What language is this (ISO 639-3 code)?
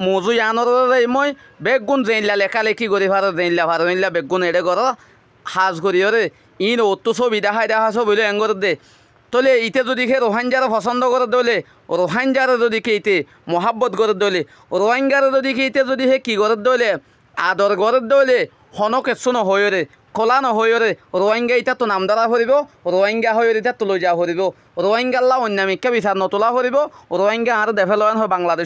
rhg